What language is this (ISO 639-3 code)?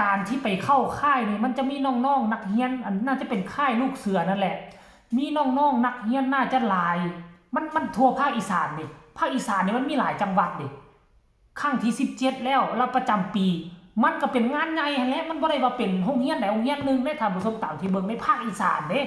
tts